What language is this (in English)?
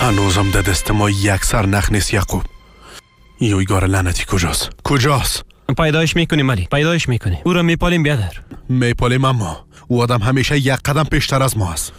Persian